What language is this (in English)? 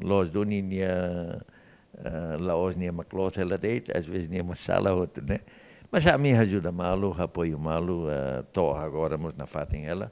Tetum